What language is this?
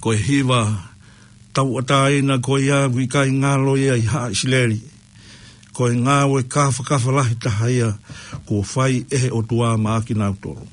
Tongan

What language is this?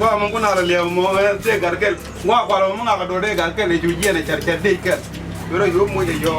Nuer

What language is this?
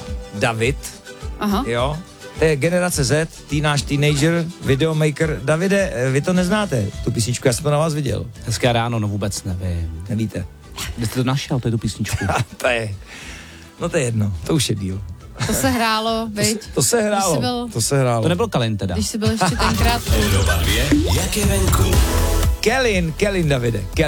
Czech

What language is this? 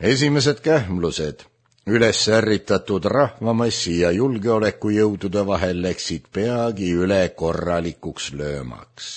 Estonian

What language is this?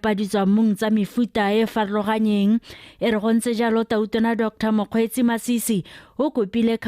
Tswana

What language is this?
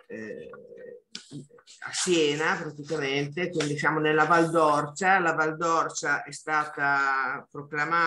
Italian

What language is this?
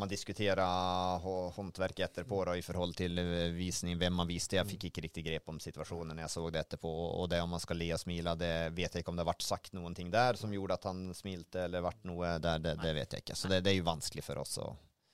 Norwegian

